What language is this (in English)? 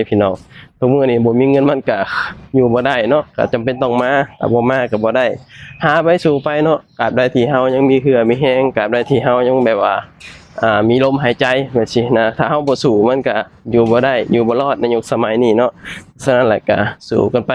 Lao